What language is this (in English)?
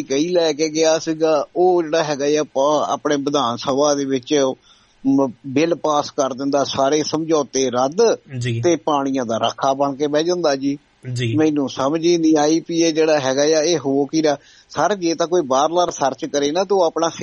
Punjabi